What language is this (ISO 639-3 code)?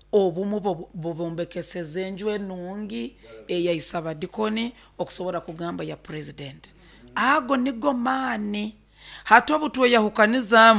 nyo